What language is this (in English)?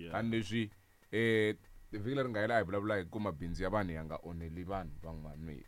Tsonga